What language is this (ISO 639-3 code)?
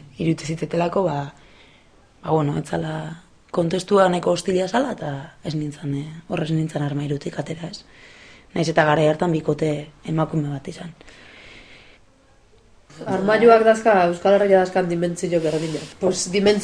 eus